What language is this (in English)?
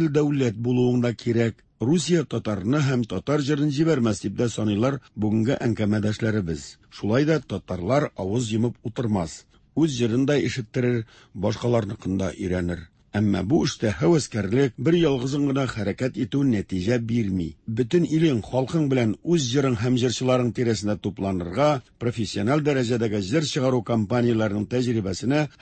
Tatar